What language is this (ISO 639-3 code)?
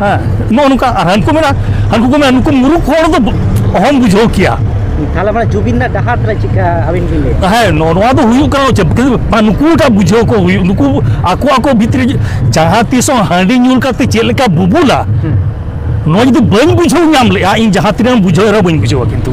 sat